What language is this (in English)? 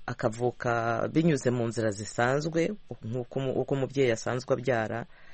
Kinyarwanda